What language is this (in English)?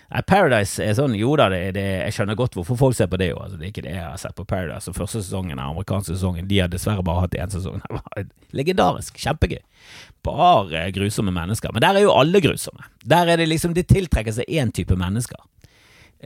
Norwegian